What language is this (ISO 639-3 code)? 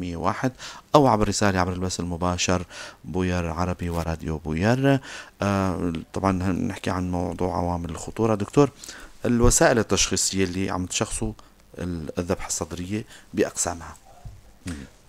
apc